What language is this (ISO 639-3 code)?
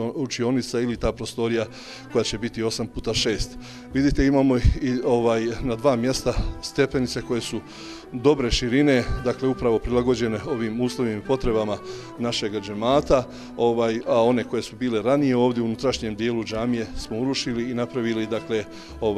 bos